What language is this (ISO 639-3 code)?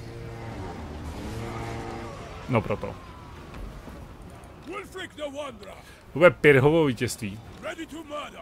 ces